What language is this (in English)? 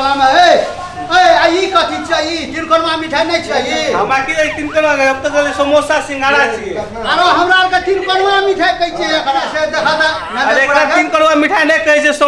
Maithili